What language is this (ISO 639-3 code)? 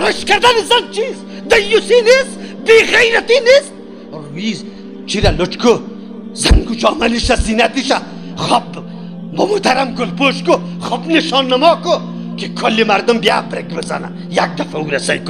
fas